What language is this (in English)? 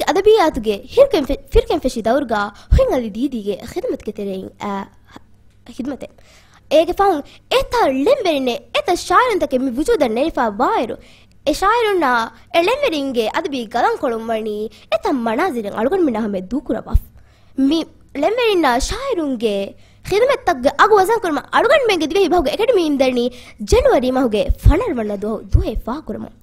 Divehi